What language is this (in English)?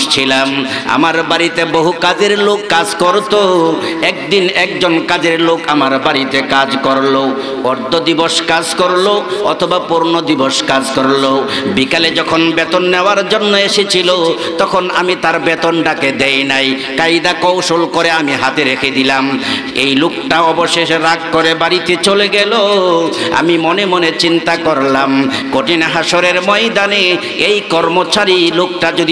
Bangla